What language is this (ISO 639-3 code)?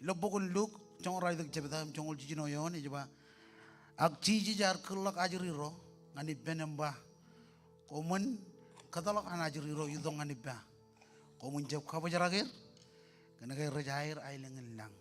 mah